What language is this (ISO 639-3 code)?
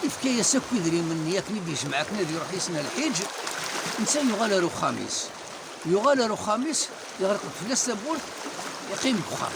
kab